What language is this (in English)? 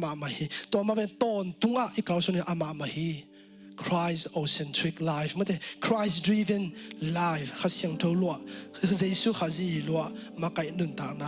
Tedim Chin